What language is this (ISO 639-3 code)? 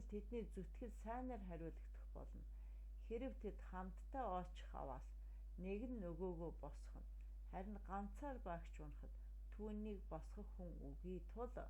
mon